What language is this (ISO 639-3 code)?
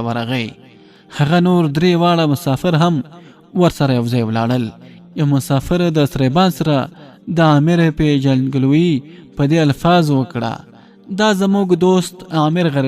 pus